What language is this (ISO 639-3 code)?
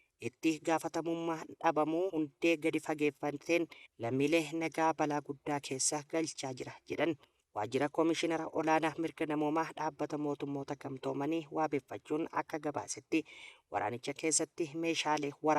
orm